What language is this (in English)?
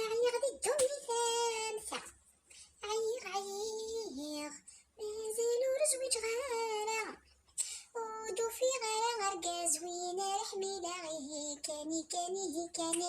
Kabyle